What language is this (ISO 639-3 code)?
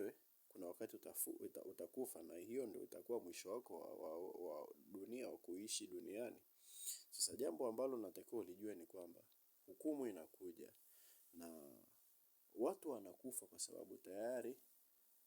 swa